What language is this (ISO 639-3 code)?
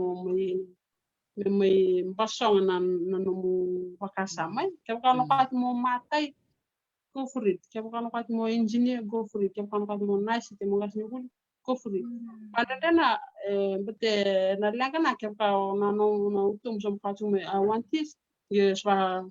fij